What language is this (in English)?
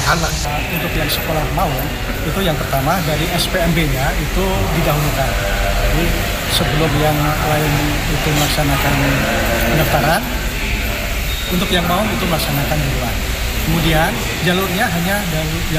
Indonesian